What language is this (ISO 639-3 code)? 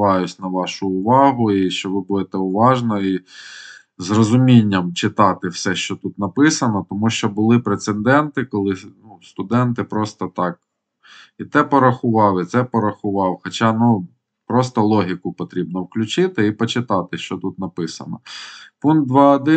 ukr